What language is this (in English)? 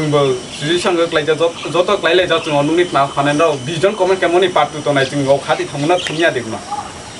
Kok Borok